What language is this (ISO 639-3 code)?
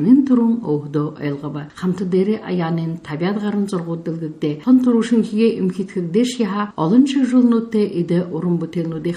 bua